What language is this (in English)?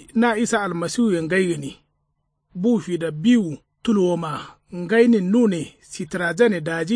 Kanuri